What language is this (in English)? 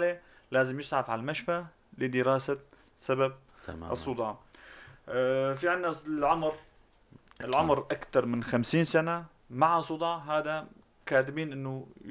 North Levantine Arabic